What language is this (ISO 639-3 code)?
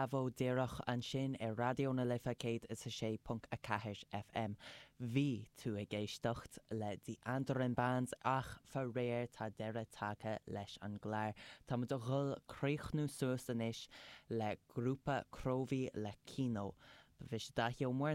gle